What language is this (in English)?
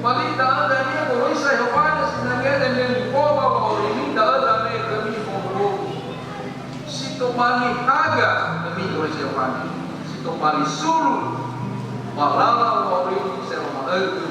Nias